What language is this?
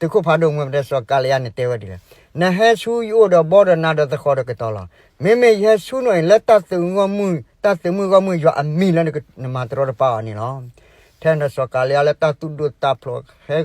S'gaw Karen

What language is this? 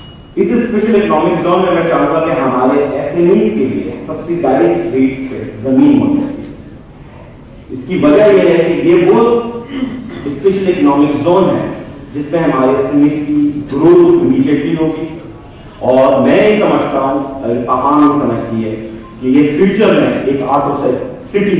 Urdu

